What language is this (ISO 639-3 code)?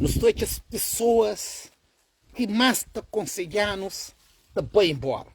kea